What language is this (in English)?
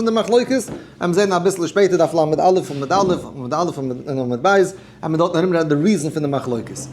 Yiddish